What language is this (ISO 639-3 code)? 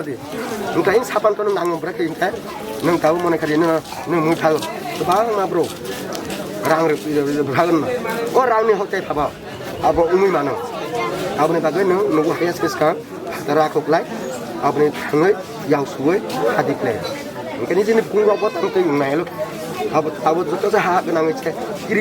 trp